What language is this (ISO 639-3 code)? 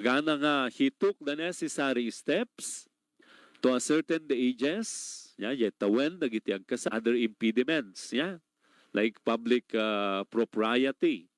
ilo